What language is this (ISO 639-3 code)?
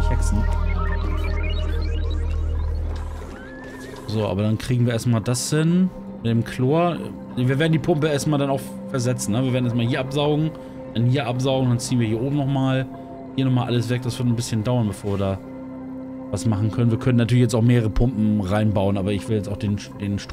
deu